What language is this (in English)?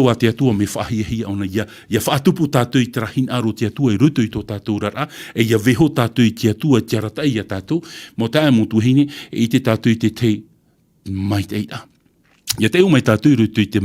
Tahitian